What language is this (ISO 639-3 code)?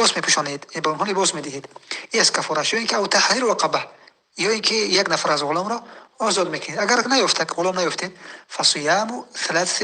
tgk